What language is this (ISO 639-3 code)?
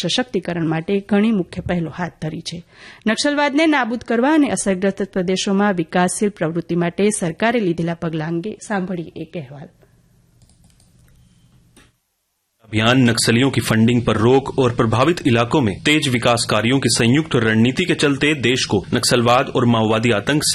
guj